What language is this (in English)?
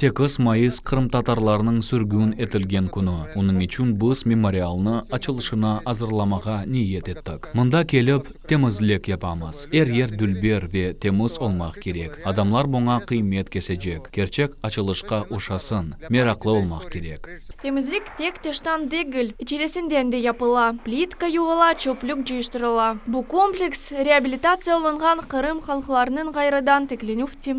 Crimean Tatar